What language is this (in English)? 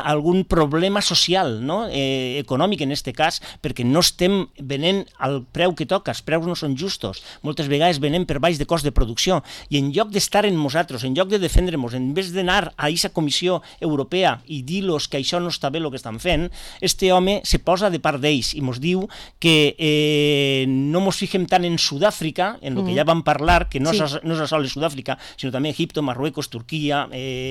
Catalan